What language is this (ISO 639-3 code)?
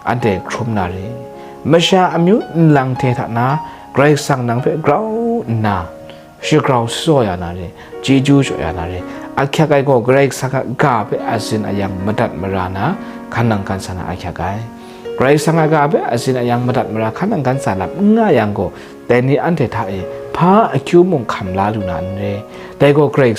kac